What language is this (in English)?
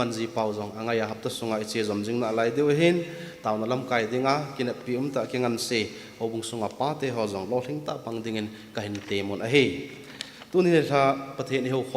Thado Chin